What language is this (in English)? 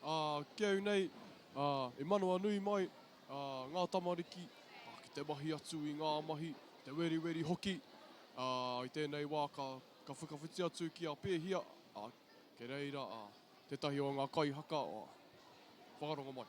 Māori